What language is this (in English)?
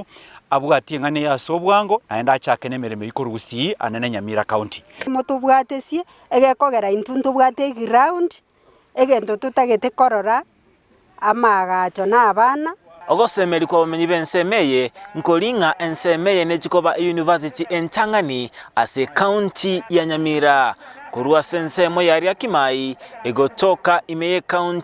Gusii